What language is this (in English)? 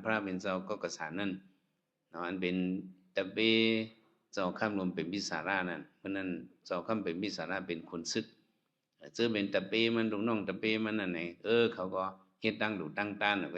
Shan